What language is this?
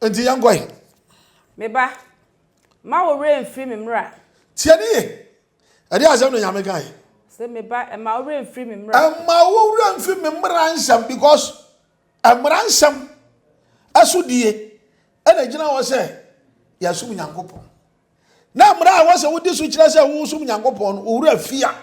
Akan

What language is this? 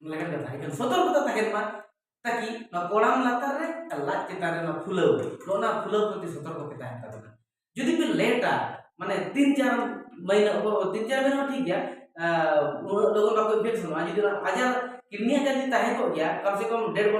Santali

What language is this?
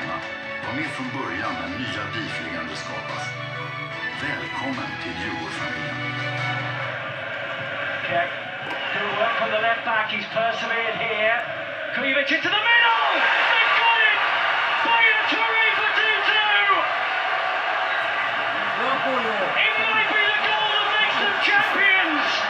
Swedish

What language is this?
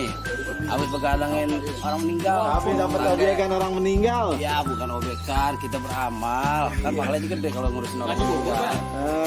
Betawi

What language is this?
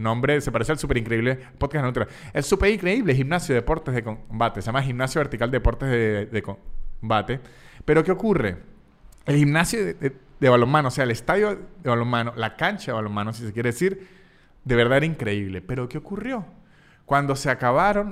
Spanish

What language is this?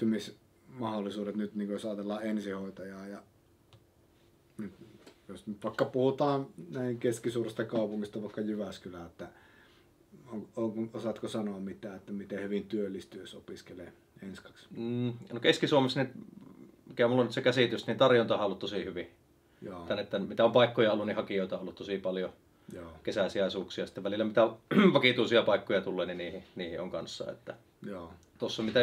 Finnish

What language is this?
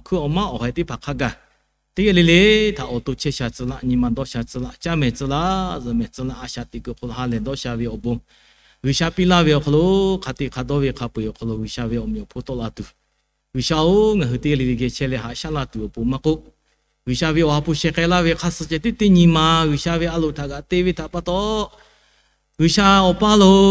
Lahu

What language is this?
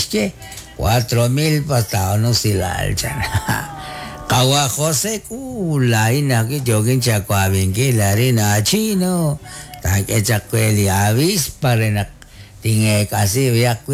Kekchí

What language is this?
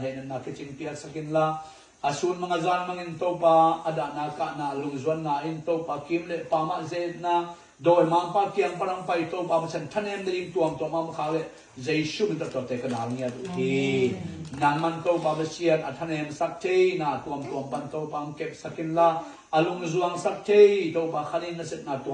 Tedim Chin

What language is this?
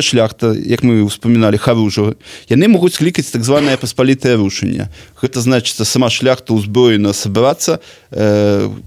Belarusian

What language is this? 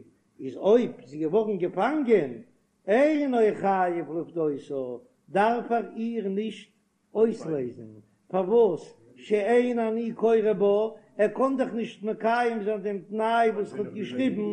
Yiddish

